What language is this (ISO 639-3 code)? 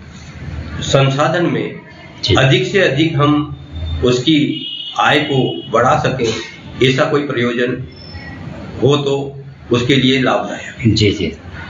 hin